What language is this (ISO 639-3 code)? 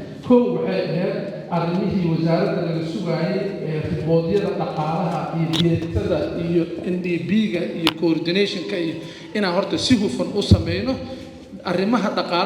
som